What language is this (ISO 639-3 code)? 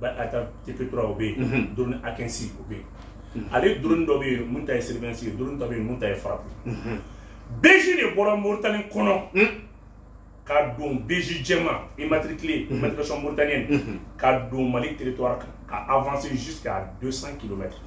bam